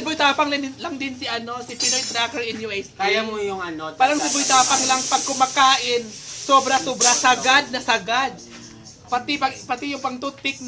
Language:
Filipino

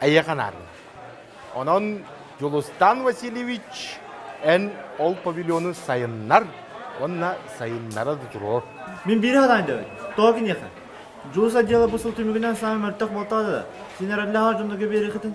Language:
Yakut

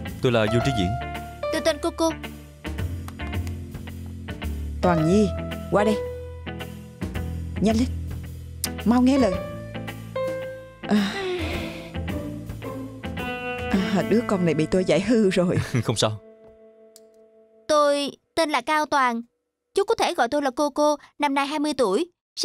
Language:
Vietnamese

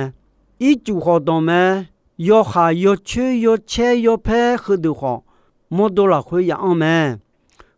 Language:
Akha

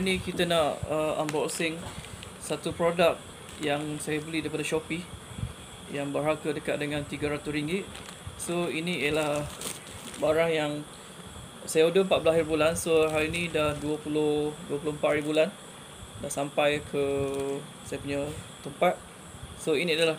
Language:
Malay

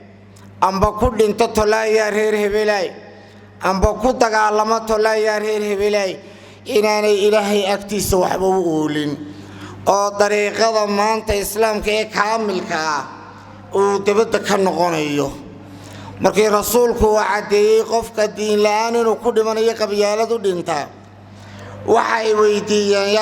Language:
Somali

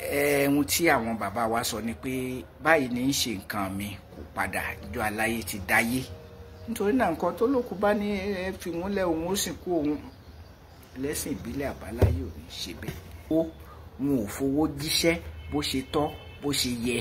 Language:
Yoruba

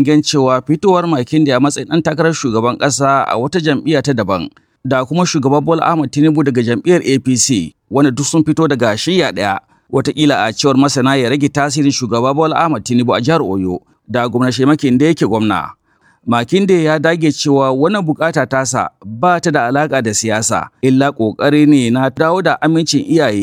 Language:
Hausa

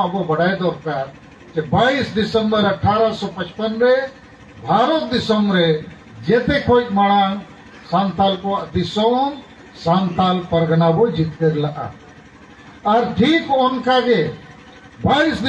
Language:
Santali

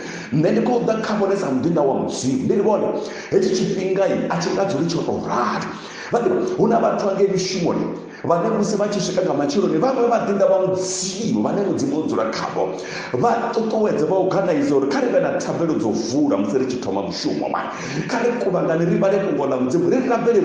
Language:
Venda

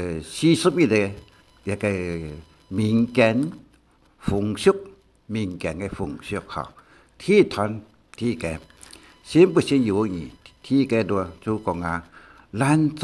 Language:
Hakka Chinese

